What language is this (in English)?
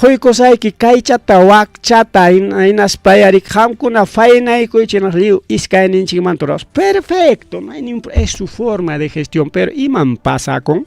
Ayacucho Quechua